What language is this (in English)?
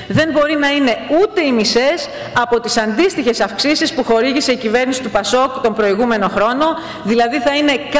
Greek